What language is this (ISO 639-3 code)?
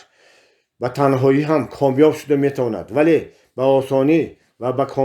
tgk